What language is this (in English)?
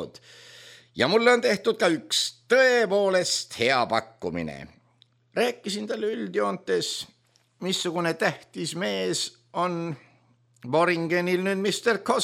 Estonian